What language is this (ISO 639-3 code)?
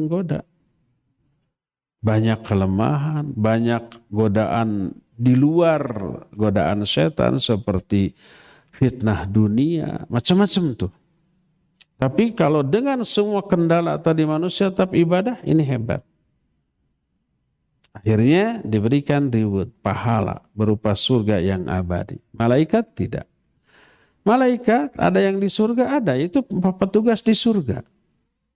ind